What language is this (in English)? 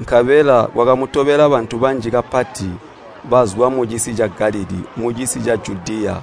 Tonga (Zambia)